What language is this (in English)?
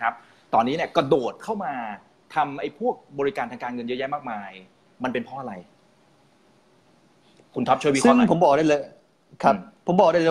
Thai